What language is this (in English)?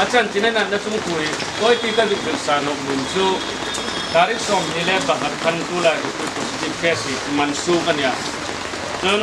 Hmar